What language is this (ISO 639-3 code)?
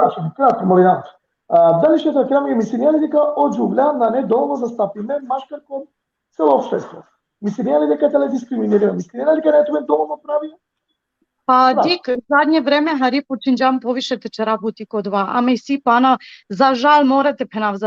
rmn